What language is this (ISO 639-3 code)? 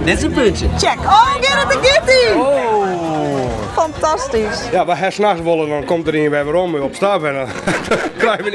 fry